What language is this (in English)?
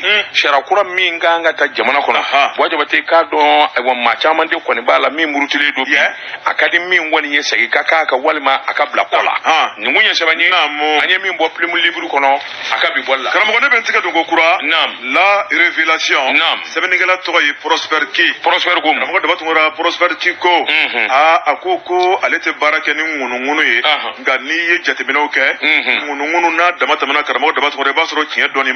Bambara